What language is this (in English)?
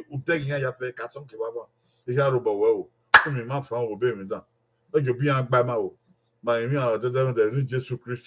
Bini